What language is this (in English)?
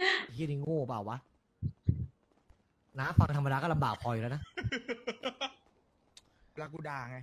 Thai